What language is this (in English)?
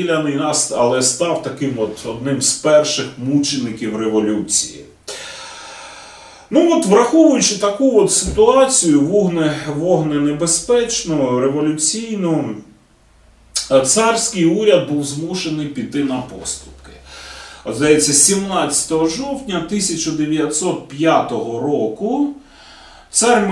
Ukrainian